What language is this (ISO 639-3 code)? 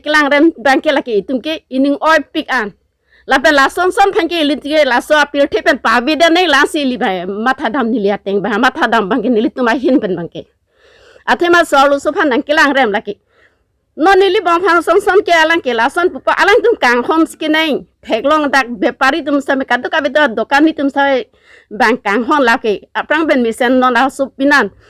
mjw